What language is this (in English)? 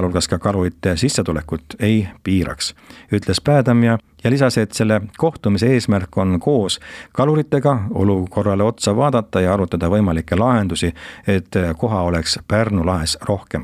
Estonian